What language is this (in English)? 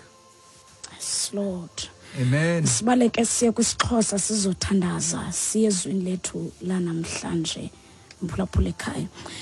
Xhosa